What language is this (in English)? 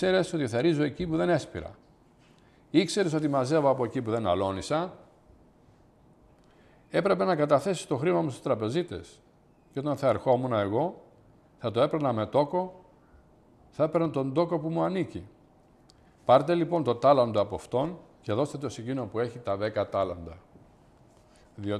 Greek